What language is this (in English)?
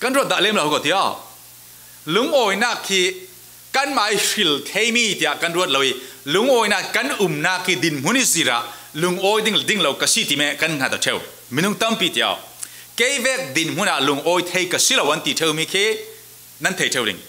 Falam Chin